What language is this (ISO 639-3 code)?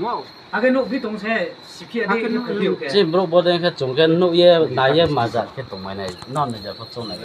ria